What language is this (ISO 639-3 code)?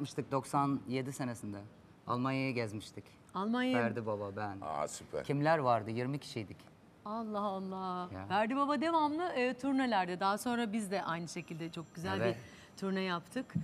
tur